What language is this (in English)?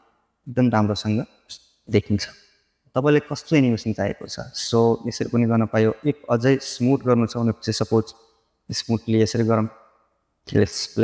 Nepali